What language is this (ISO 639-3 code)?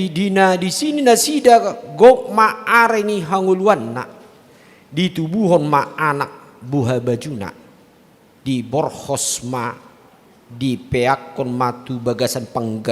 bbc